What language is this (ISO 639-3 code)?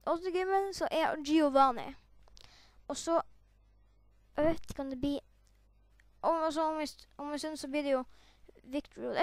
nor